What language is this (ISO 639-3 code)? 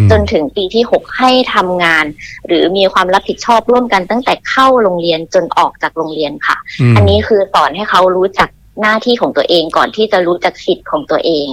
tha